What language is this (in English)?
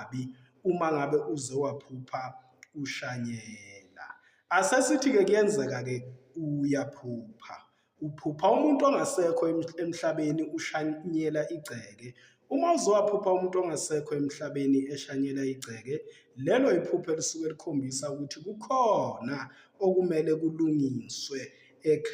Zulu